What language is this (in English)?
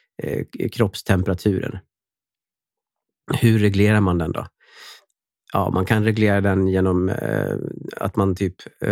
Swedish